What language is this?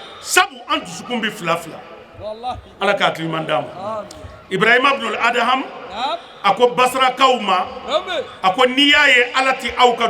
Bambara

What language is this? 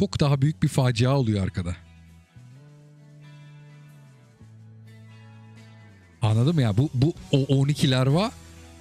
Turkish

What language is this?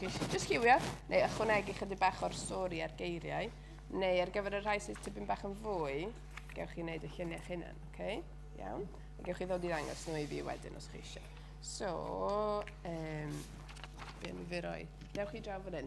Welsh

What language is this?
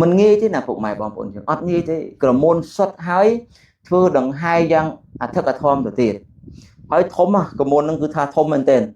Khmer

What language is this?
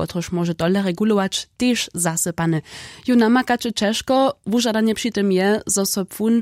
Upper Sorbian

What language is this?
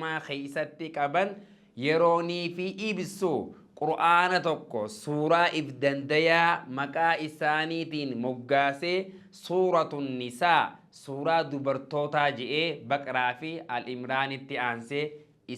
Oromo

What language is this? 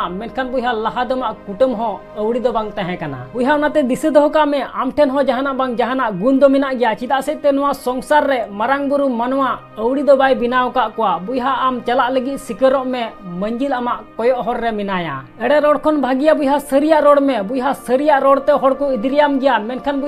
Santali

